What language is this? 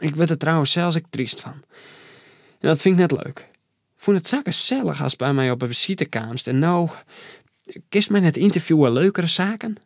Western Frisian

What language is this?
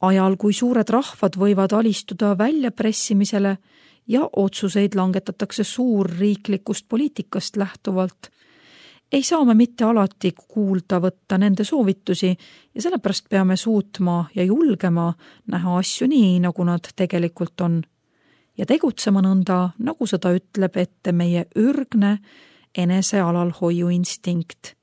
Estonian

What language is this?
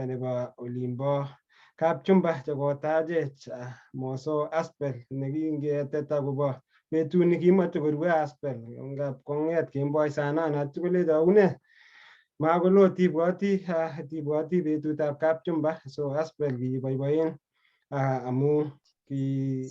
Kalenjin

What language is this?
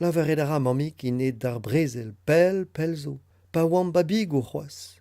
Breton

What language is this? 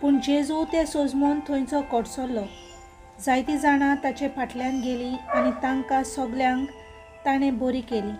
Konkani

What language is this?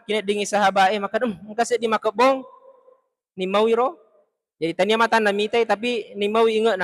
Buginese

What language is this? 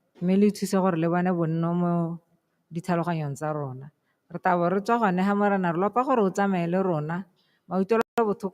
Tswana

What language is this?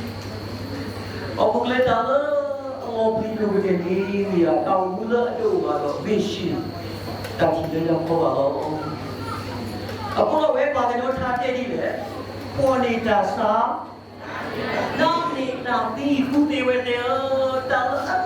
S'gaw Karen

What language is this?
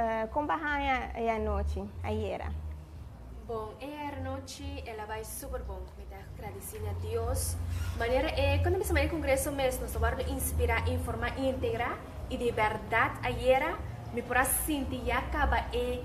Papiamento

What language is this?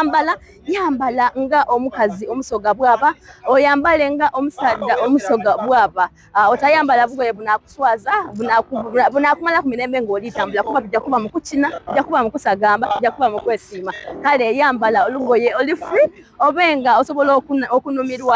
Soga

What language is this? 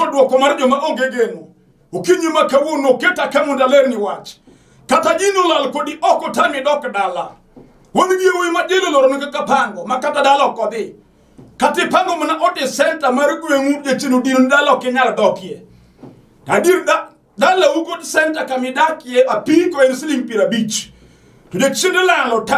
Luo (Kenya and Tanzania)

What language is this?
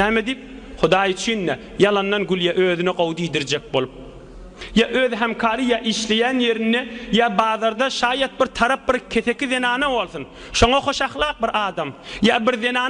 Turkmen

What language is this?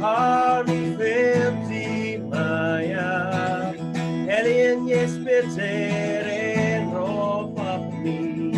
Plautdietsch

